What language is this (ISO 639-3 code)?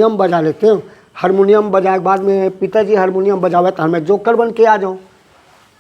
hne